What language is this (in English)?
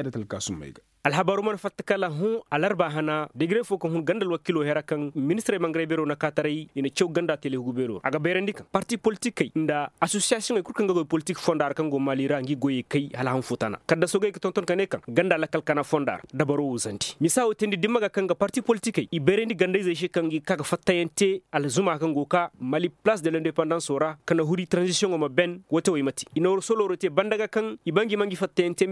Koyraboro Senni